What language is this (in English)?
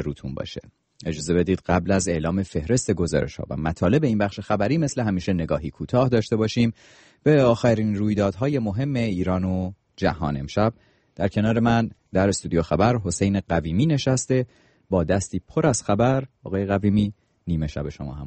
Persian